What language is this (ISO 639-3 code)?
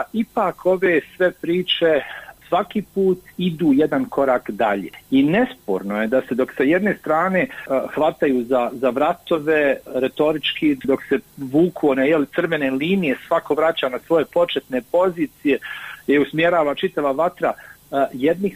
hrv